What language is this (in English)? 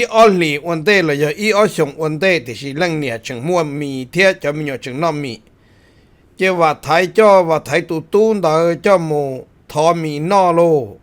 Hmong